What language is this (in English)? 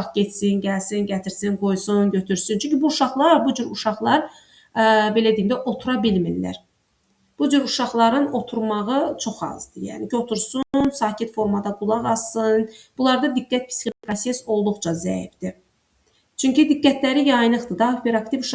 Azerbaijani